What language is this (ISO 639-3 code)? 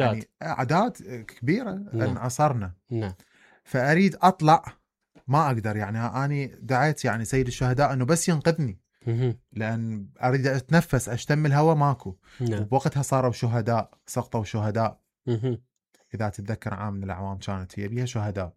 acm